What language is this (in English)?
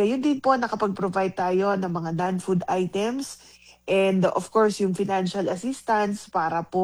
Filipino